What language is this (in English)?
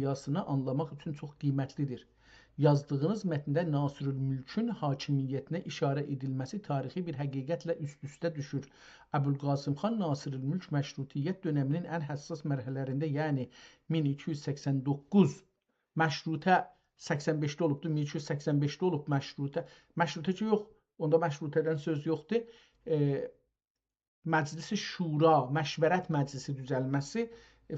South Azerbaijani